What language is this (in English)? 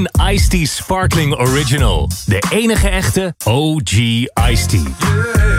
Dutch